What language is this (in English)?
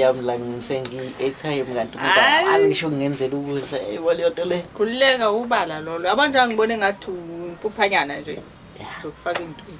Zulu